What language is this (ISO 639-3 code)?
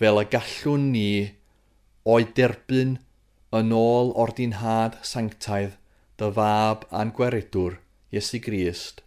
cym